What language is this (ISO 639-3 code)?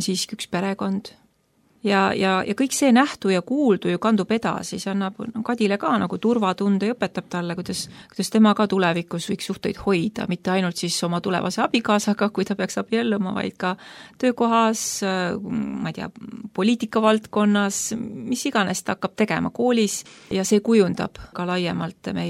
est